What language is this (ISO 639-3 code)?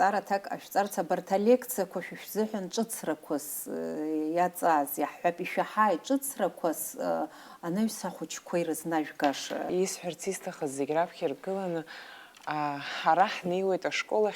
abk